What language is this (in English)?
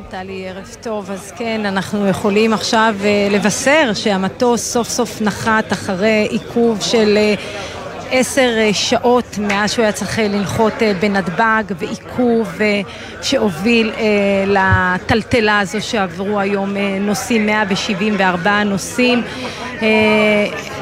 Hebrew